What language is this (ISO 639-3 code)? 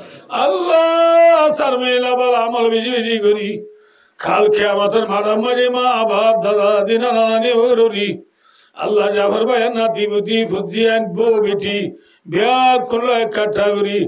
rhg